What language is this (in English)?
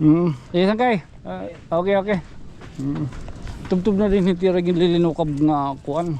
Waray